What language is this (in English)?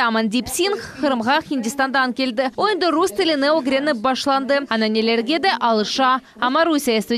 Crimean Tatar